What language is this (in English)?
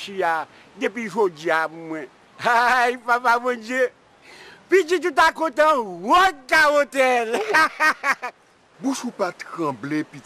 Haitian Creole